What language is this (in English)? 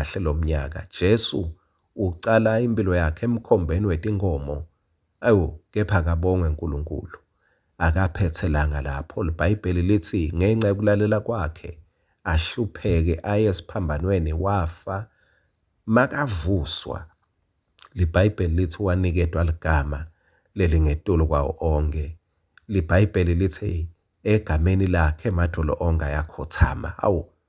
Swati